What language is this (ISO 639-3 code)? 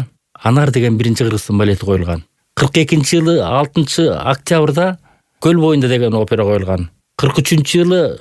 kir